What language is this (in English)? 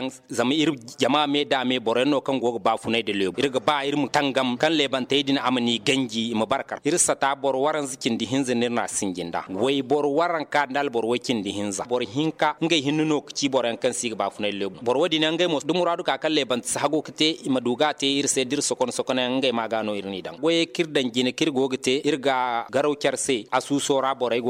Zarma